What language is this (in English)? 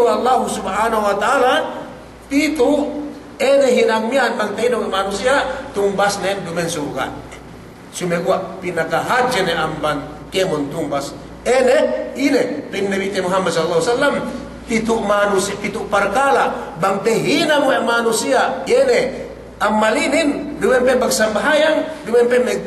Yakan